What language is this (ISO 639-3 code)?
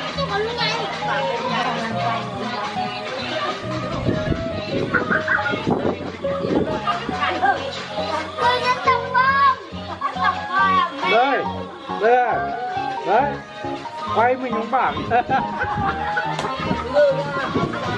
vie